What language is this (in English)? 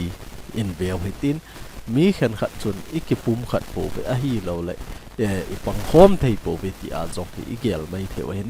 Thado Chin